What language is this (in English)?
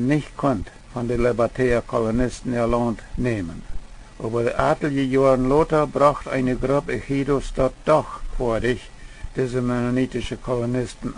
Plautdietsch